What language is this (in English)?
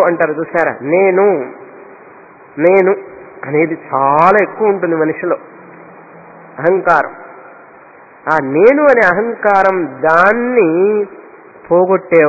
Telugu